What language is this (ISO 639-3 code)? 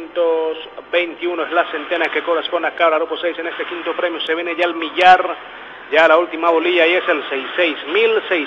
spa